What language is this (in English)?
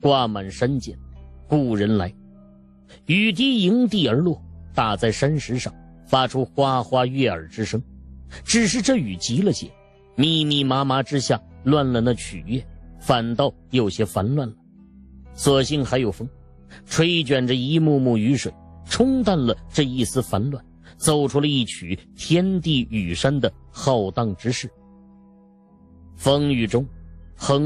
Chinese